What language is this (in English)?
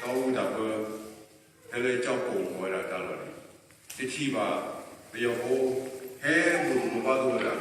S'gaw Karen